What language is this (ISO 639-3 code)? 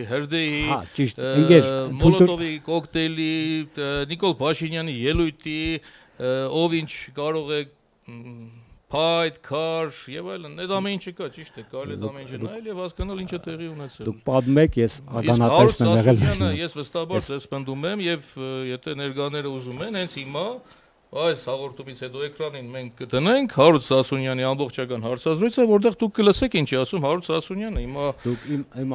hye